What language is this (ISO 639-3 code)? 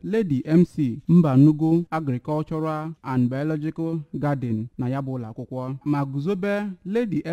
ibo